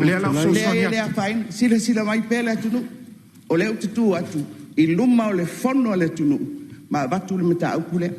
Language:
Samoan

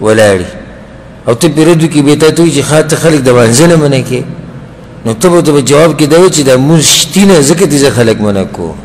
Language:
Pashto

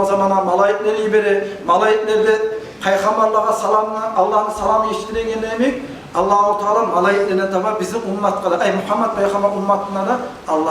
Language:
Kumyk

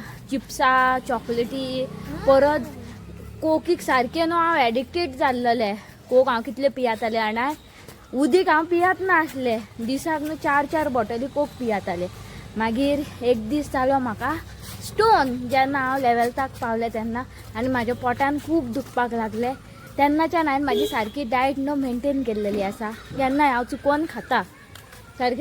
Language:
Konkani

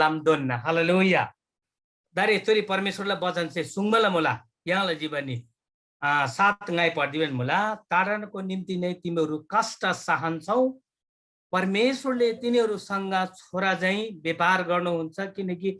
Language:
Eastern Tamang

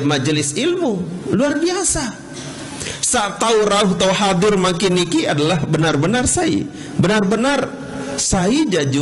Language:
Sasak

